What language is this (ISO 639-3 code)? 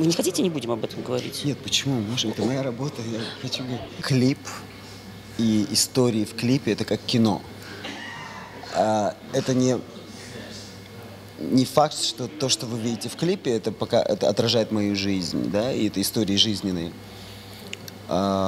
rus